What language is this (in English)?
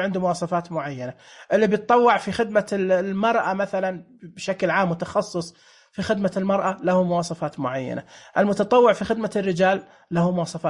Najdi Arabic